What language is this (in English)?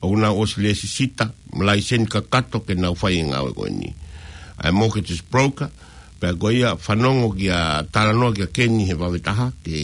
Tongan